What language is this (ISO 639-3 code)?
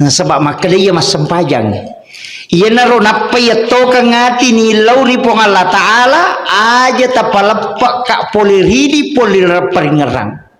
bug